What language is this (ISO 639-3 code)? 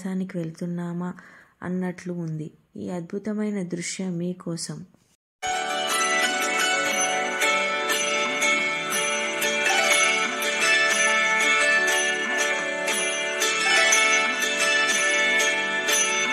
tel